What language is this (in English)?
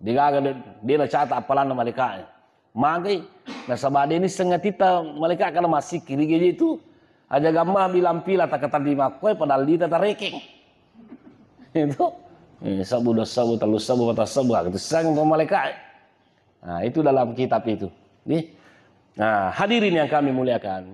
Buginese